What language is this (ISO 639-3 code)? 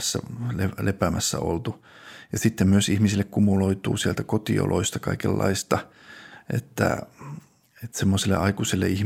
fin